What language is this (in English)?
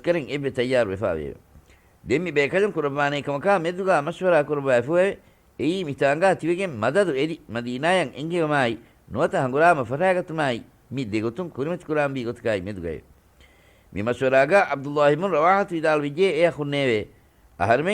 Divehi